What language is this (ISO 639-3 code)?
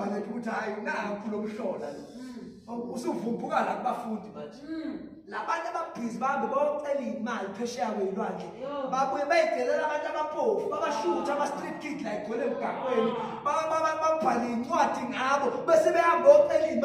zul